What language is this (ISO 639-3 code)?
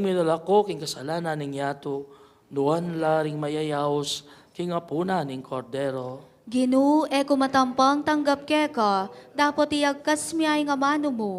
pam